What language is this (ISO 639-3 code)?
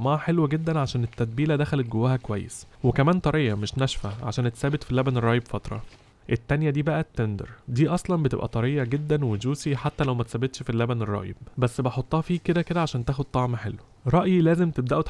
arz